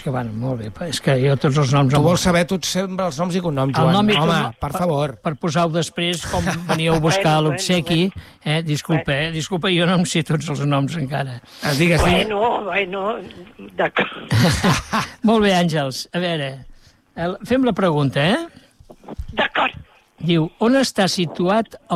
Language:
Catalan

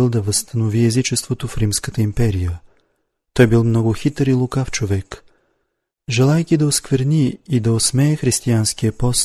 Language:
Bulgarian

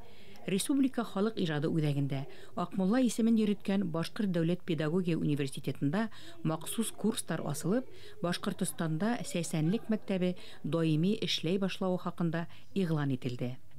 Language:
Bashkir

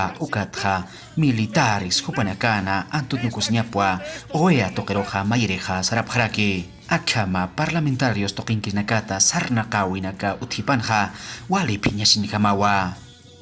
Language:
Aymara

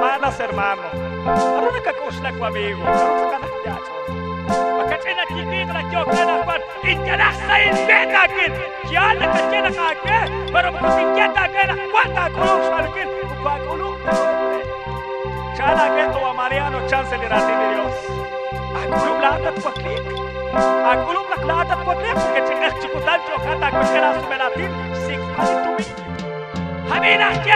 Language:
Kekchí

